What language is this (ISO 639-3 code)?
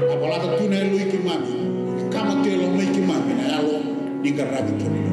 fij